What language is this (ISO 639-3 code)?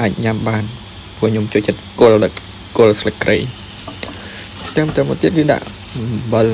khm